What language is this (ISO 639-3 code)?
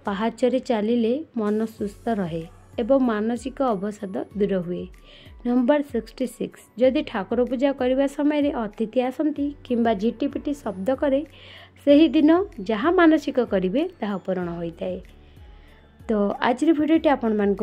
ori